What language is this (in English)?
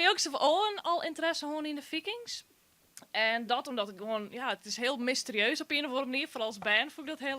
Western Frisian